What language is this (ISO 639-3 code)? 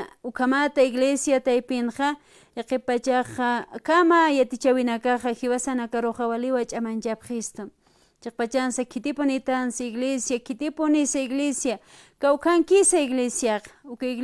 aym